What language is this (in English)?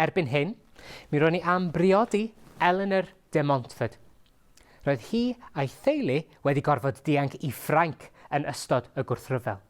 Welsh